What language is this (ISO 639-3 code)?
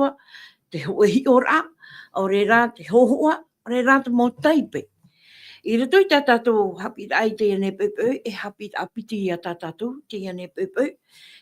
tah